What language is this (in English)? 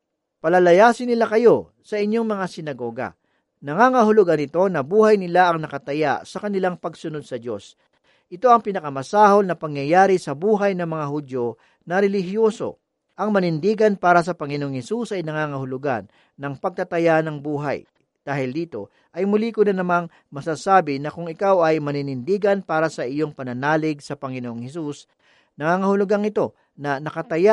Filipino